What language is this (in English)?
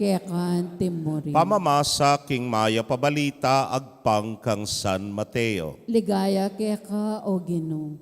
Pampanga